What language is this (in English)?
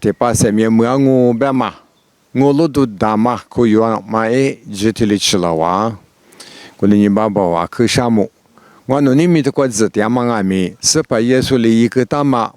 Lisu